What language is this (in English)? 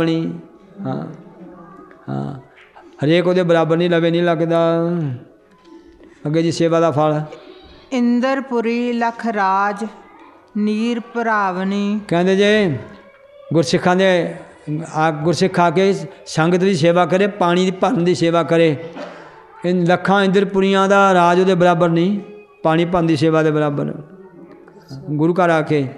Punjabi